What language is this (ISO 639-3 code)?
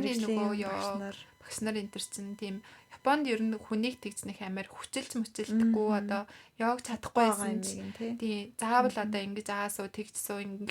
mon